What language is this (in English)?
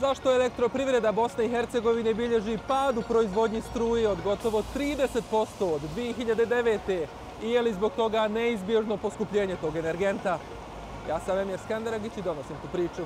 Bosnian